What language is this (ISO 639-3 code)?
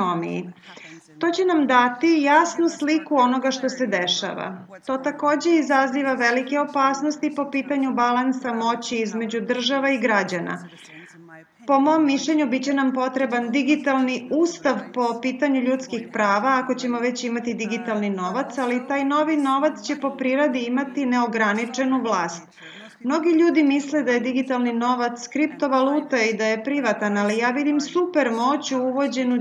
srp